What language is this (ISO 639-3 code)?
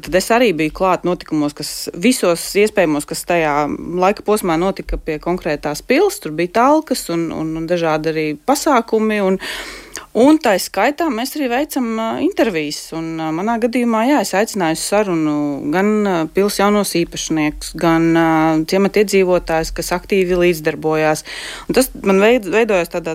lav